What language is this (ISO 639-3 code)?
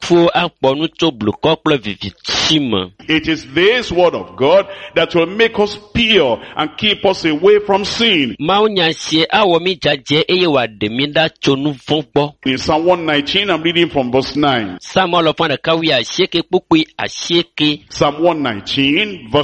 ewe